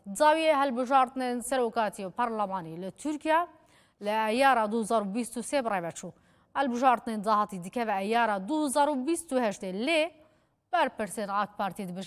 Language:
Kurdish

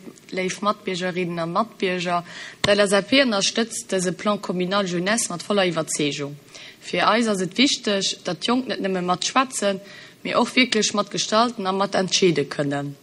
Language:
Luxembourgish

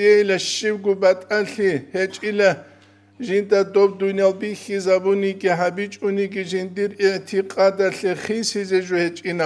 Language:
Avaric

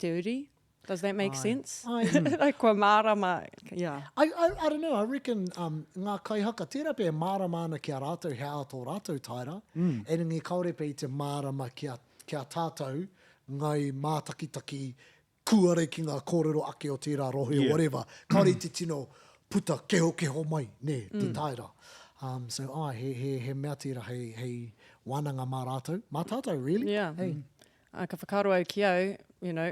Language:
Māori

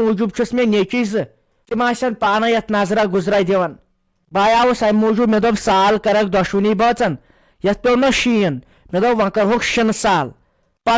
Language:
Kashmiri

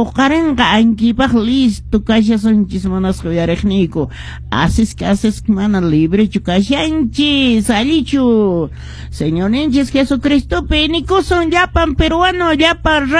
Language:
Quechua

